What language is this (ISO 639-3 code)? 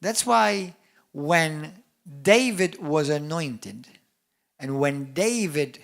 eng